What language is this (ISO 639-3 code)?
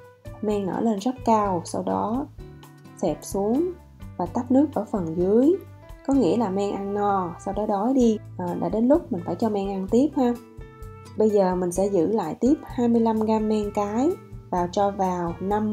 vie